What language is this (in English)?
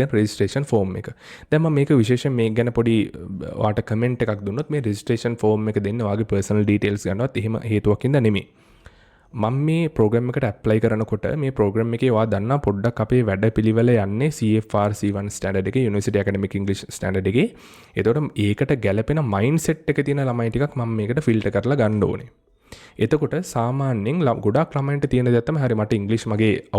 Sinhala